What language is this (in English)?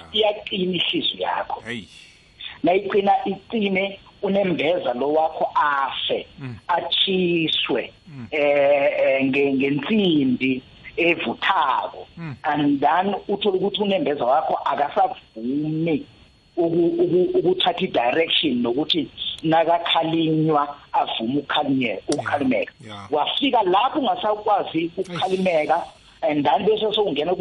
South Ndebele